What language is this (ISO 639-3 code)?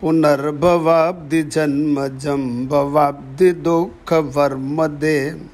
san